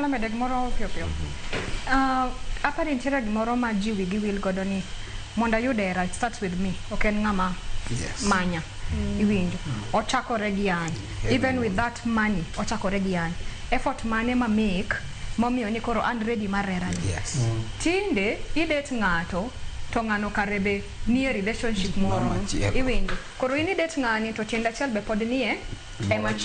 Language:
Luo (Kenya and Tanzania)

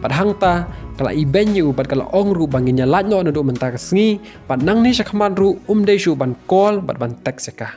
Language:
Khasi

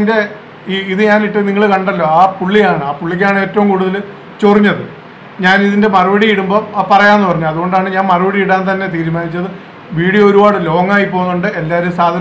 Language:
Malayalam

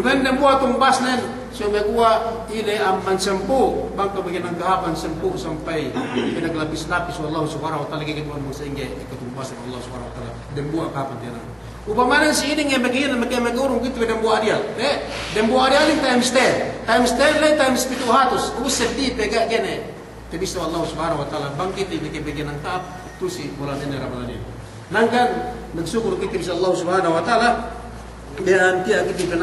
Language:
Yakan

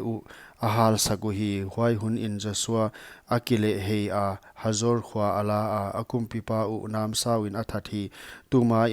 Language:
Paite Chin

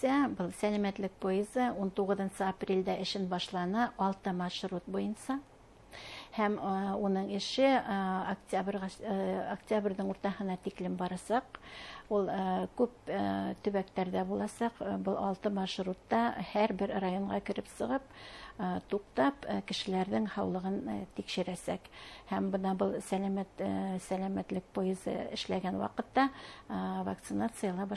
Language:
Bashkir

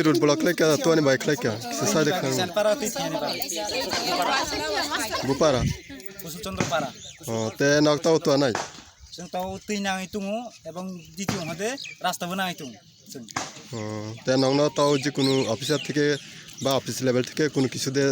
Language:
Kok Borok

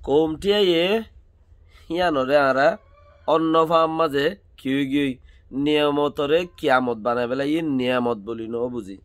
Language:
Rohingya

